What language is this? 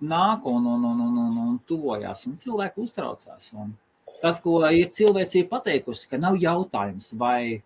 Latvian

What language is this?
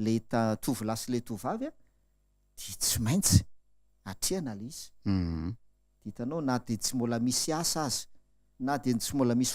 Malagasy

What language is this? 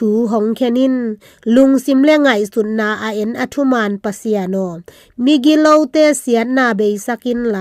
Tedim Chin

